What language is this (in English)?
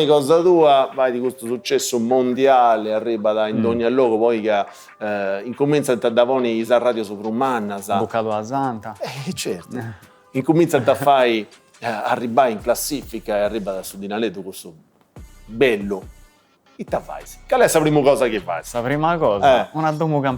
Sardinian